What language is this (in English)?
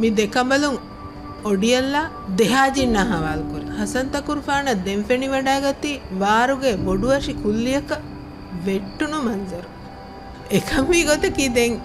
Divehi